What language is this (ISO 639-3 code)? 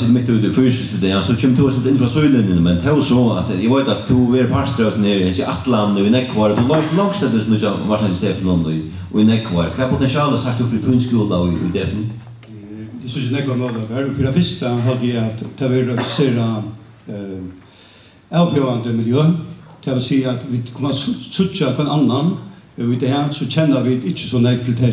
fao